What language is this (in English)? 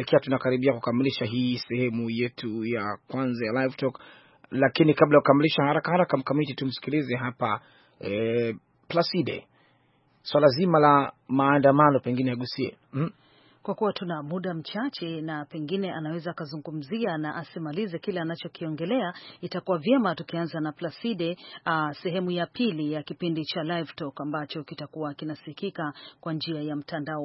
Swahili